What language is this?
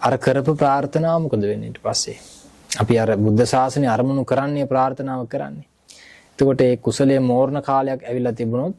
Sinhala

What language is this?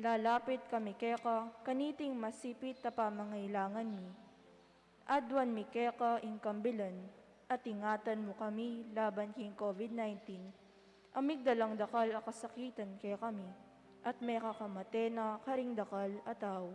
Pampanga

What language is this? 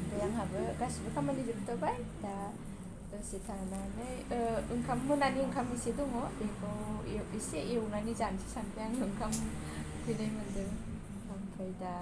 Bodo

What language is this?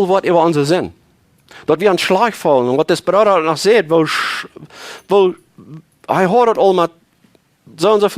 Plautdietsch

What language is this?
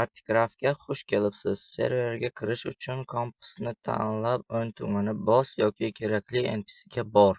Uzbek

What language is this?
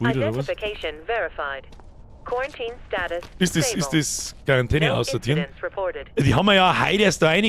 Bavarian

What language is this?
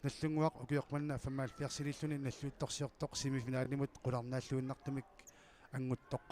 Kalaallisut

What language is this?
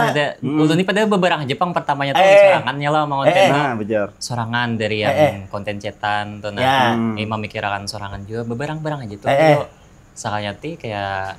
Banjar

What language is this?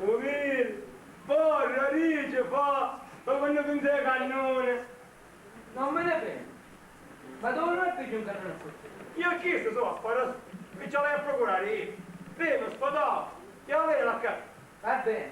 Sicilian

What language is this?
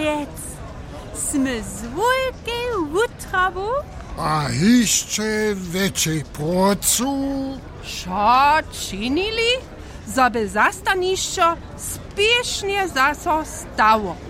Upper Sorbian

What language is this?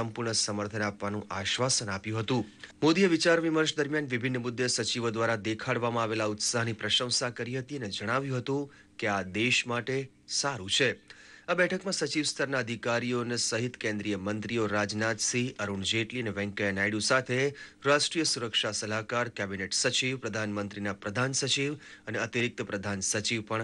Gujarati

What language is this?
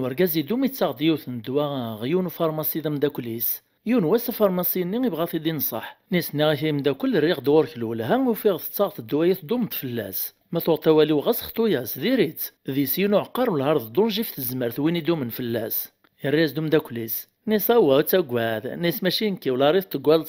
Kabyle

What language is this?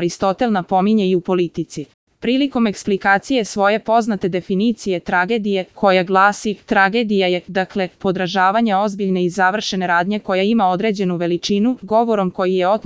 Serbian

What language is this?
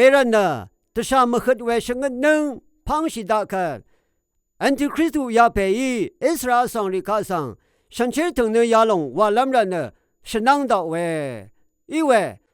Rawang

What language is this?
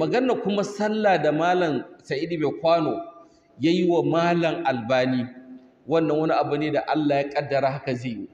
Hausa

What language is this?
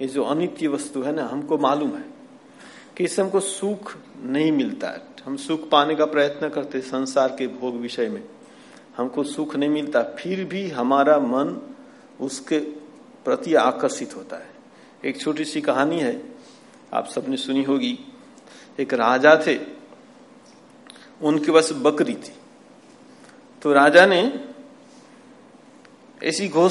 Hindi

